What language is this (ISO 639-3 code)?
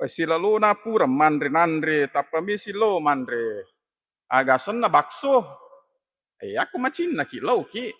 bug